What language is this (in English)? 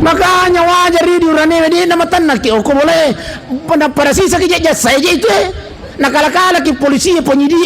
Buginese